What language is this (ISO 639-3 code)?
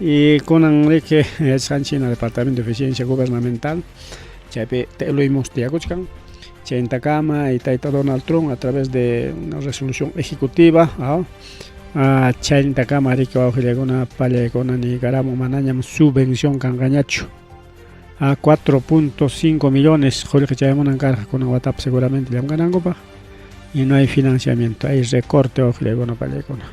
quy